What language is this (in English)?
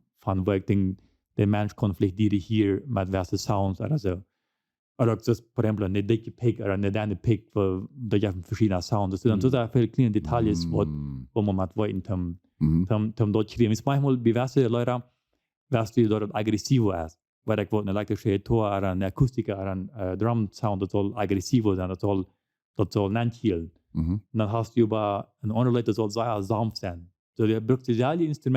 Plautdietsch